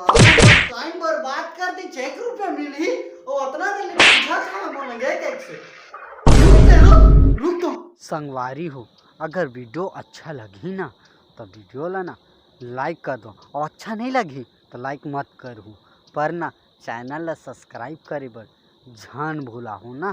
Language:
Chhattisgarhi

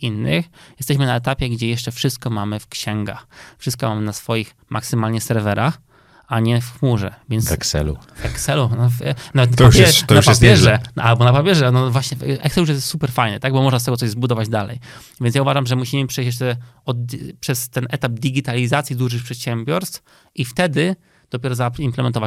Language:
Polish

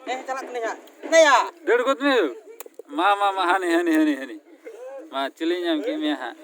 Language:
Santali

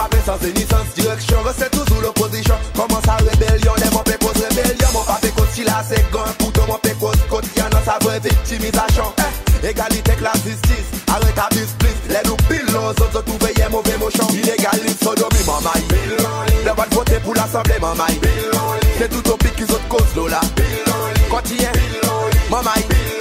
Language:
Seselwa Creole French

